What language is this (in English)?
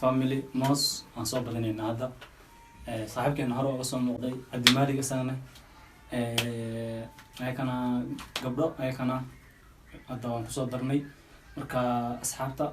Somali